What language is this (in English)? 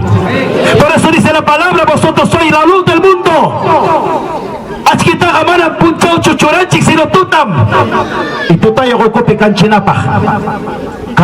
Ayacucho Quechua